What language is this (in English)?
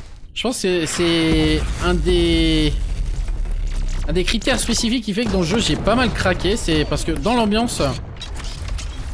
French